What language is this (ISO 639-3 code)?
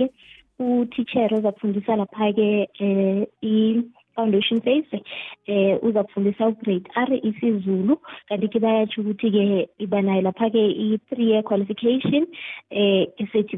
nbl